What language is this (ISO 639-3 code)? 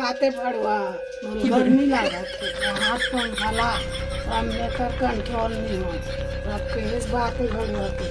hne